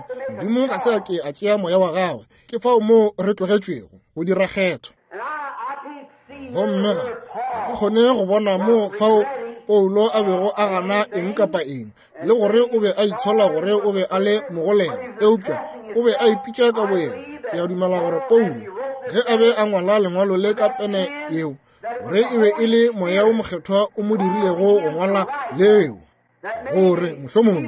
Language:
Northern Sotho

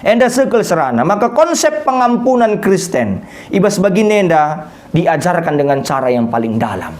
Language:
Batak Karo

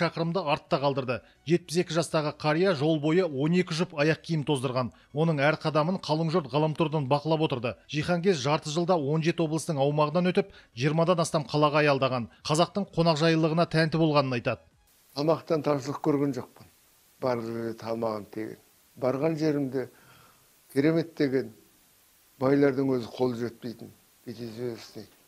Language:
Kazakh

